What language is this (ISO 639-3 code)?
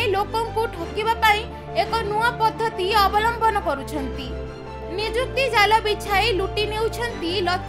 ori